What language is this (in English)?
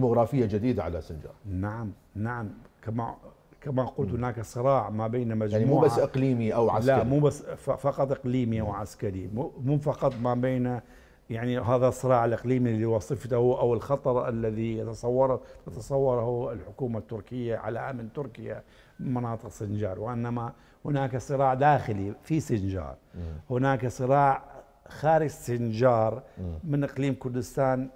Mesopotamian Arabic